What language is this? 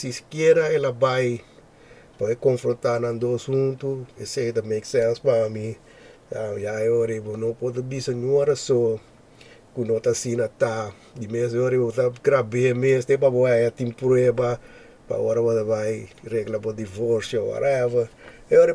Papiamento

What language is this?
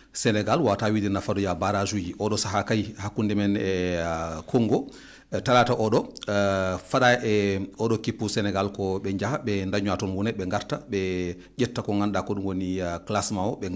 Fula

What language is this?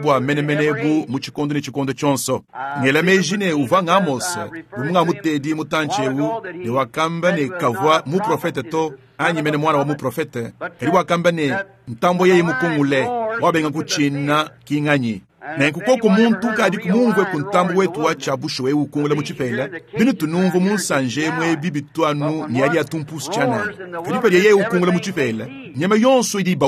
Luba-Lulua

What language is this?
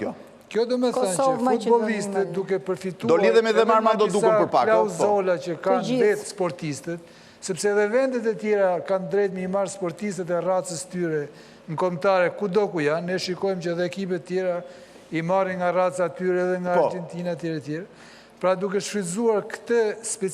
Albanian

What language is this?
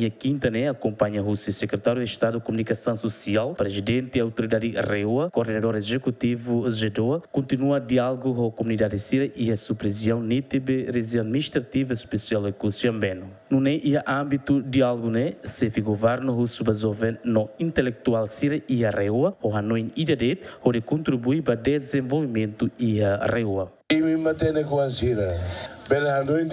Tetum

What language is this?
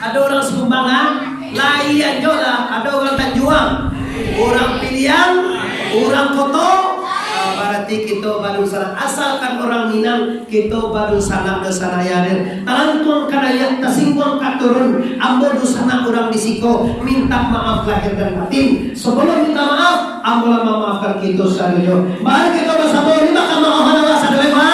Minangkabau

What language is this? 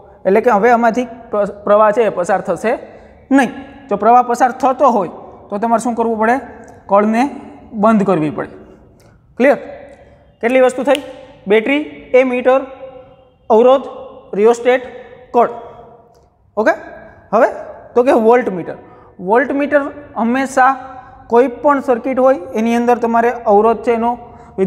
Gujarati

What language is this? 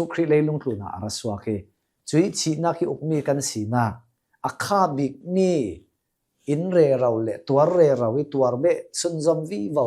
Hakha Chin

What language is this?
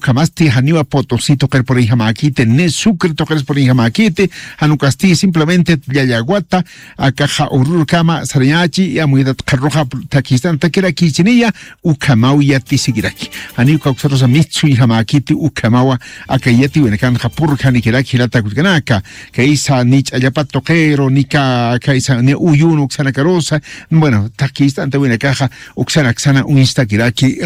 Aymara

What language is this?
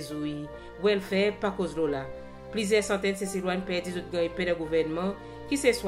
Seselwa Creole French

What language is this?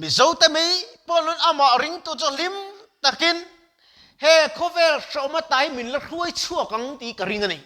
Mizo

